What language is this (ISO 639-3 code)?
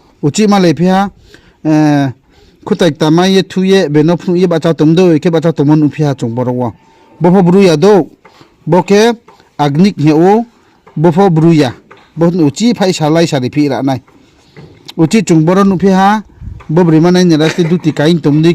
ria